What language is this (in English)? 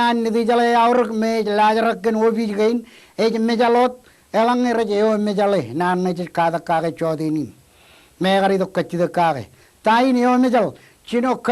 Marshallese